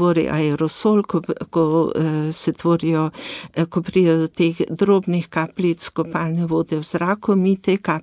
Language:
Slovenian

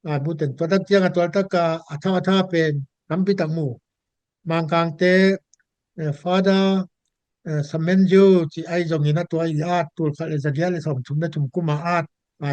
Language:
Tedim Chin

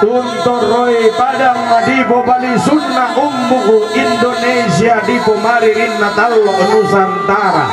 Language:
Toraja-Sa'dan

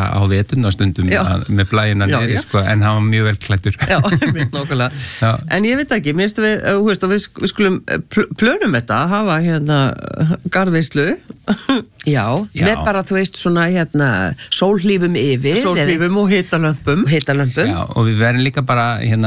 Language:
Icelandic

